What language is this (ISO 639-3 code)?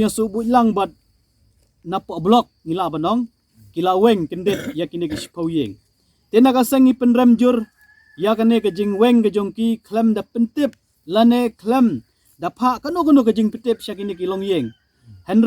kha